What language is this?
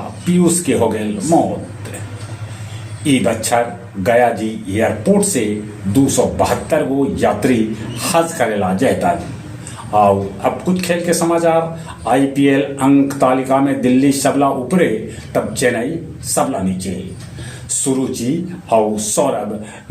Magahi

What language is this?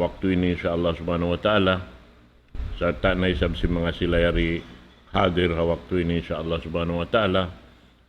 Tausug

